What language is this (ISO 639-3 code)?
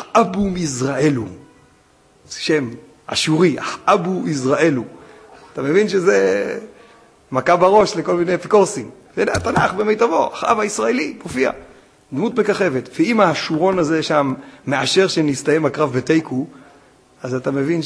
heb